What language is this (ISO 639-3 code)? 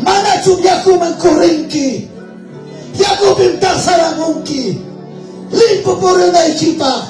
quy